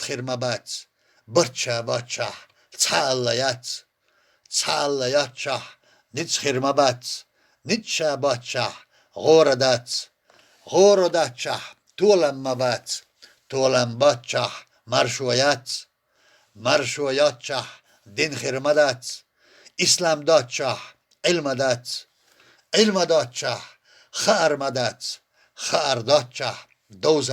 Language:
Chechen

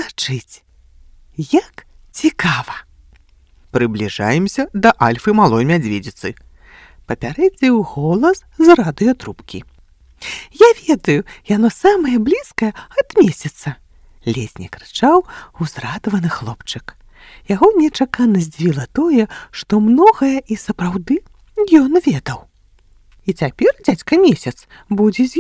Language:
Belarusian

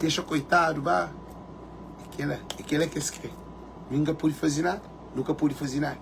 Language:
Kabuverdianu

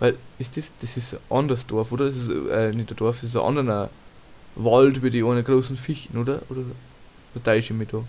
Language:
Bavarian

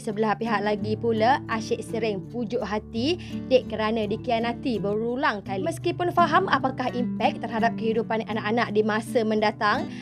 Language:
Malay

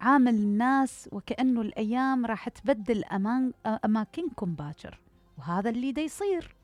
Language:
Mesopotamian Arabic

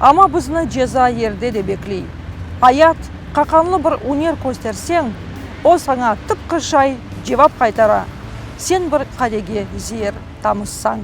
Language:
Crimean Tatar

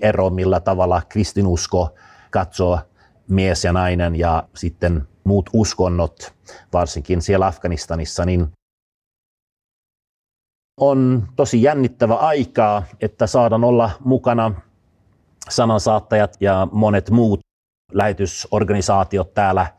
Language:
Finnish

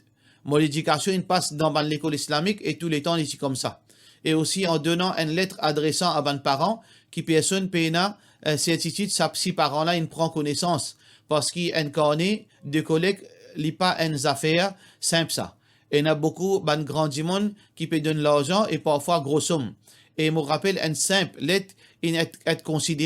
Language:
Morisyen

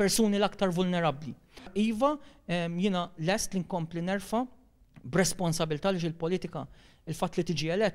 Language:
Maltese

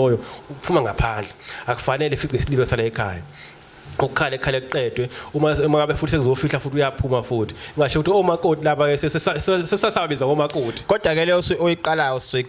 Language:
Zulu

